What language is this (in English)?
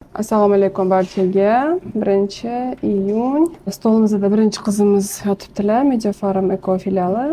Uzbek